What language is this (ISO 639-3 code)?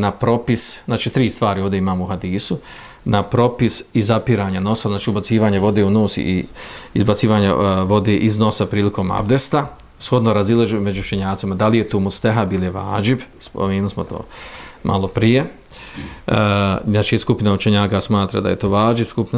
bos